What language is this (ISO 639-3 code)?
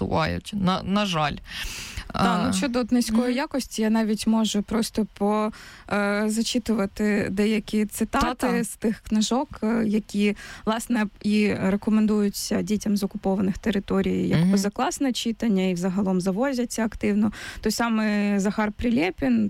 ukr